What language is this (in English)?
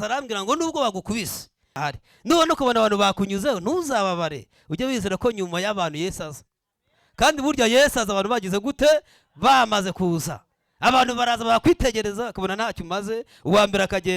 Kinyarwanda